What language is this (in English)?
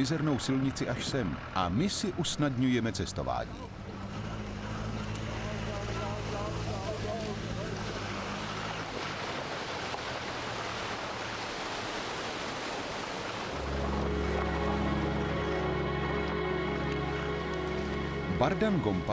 Czech